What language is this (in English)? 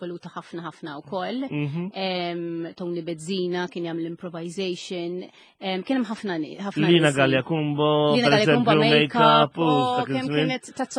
Maltese